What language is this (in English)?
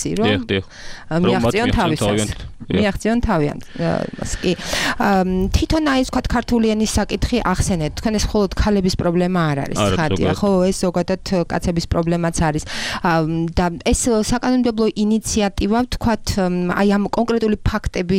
Georgian